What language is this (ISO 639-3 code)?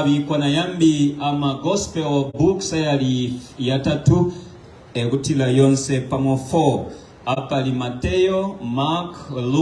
bem